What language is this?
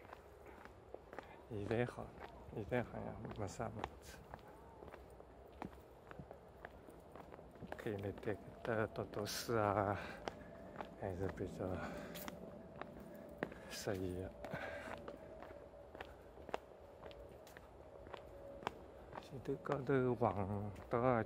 Chinese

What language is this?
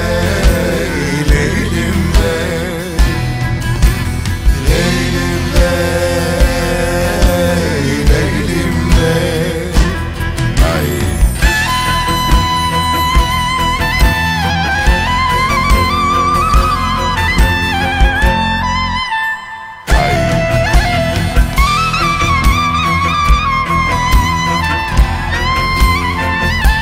Turkish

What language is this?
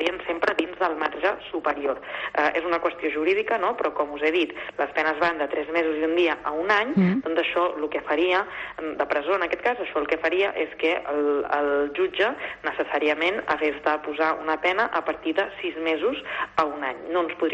Catalan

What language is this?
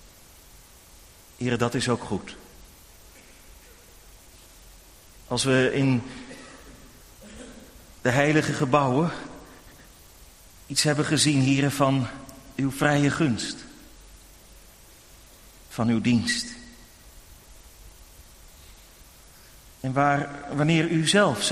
Dutch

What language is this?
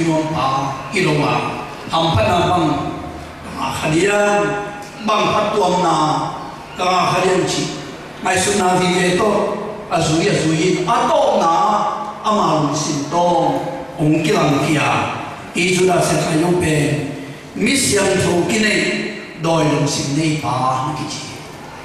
Tedim Chin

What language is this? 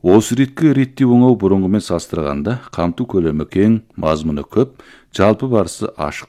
Kazakh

